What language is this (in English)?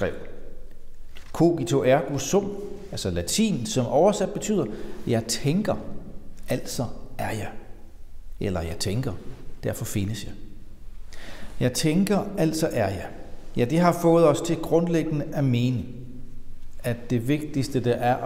Danish